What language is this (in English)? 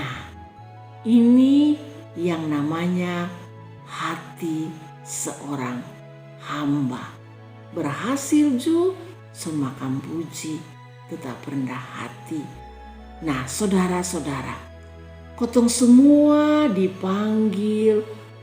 Kupang Malay